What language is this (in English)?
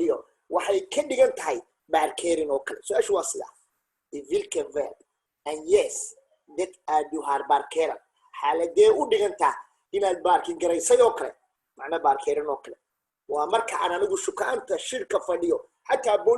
Somali